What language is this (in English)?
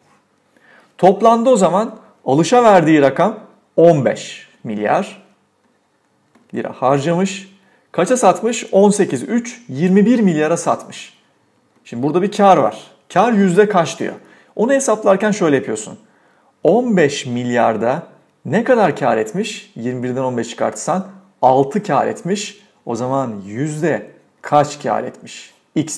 Turkish